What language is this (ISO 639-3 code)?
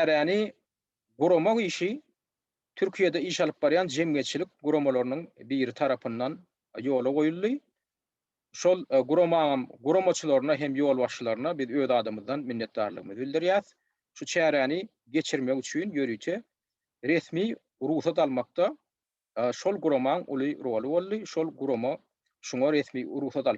tuk